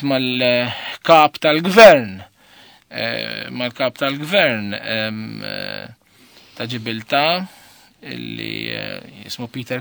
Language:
Maltese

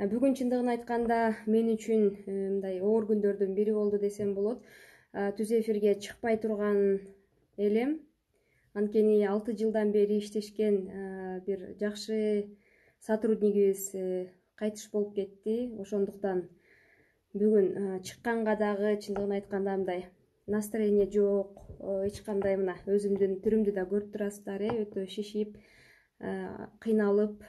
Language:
Kyrgyz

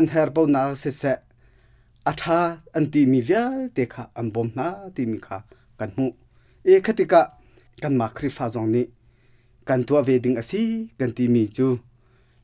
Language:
Hakha Chin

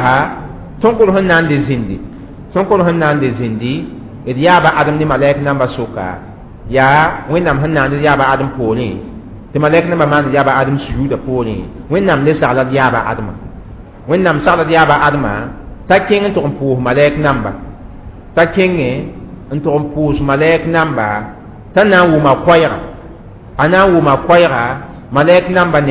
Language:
Mossi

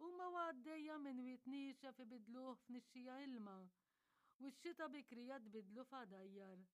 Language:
Maltese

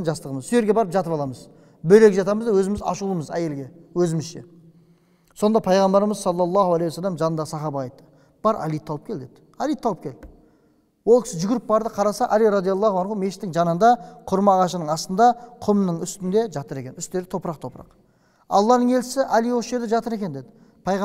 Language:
Kazakh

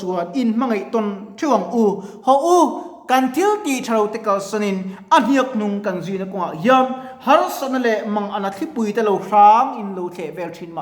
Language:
Mizo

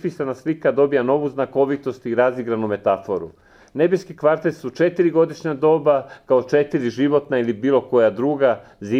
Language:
Serbian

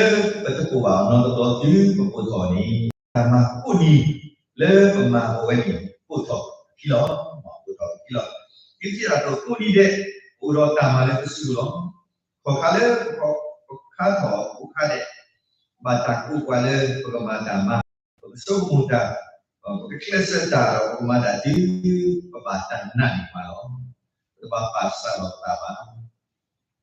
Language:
S'gaw Karen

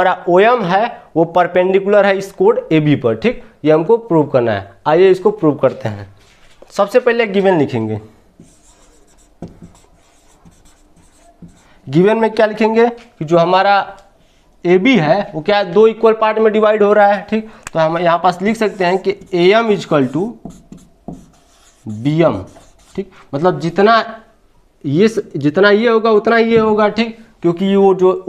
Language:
Hindi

